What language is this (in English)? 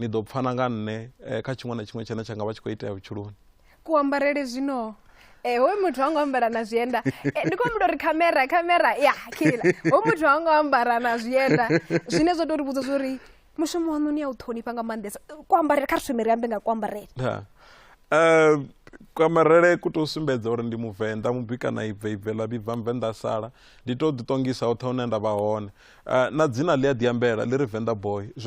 Venda